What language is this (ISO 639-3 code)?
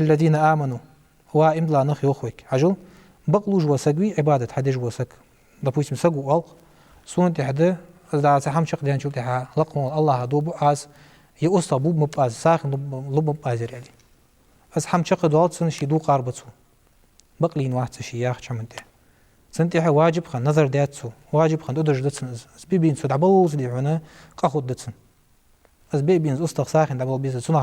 inh